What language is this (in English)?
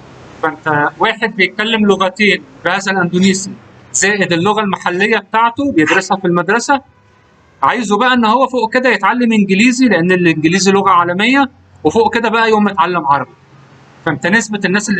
Egyptian Arabic